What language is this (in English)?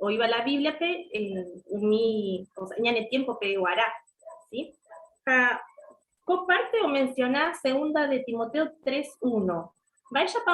Guarani